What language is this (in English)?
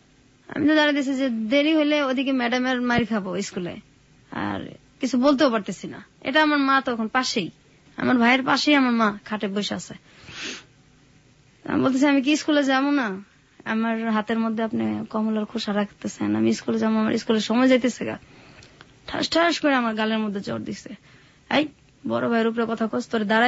Bangla